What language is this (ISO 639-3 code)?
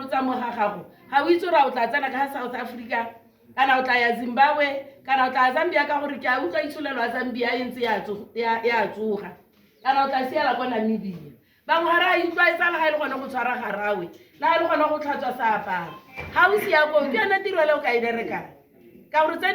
tsn